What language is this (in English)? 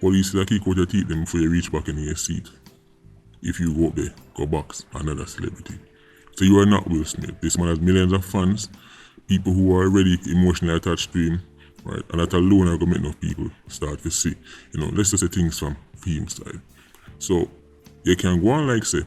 Jamaican Creole English